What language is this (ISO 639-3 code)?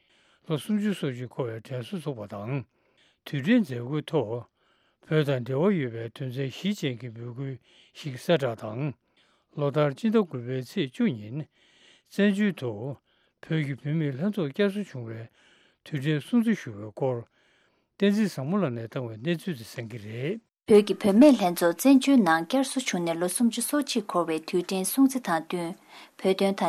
bod